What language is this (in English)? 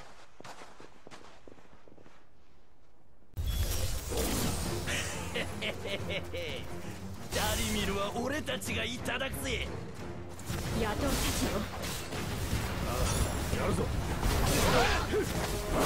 Japanese